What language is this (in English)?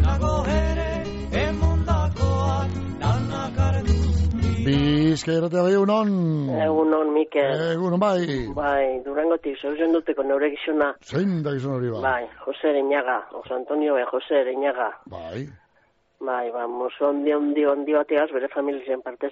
Basque